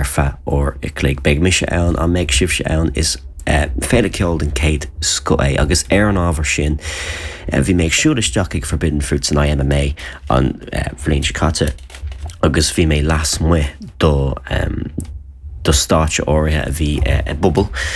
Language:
Irish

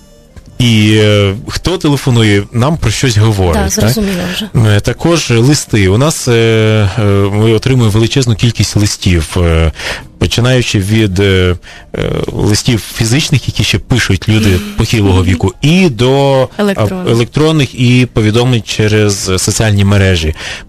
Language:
Ukrainian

